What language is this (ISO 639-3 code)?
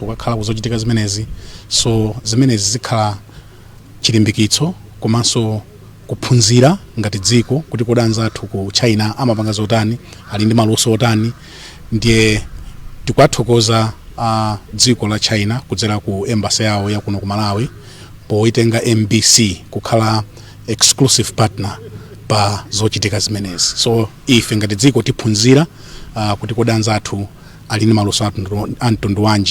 nya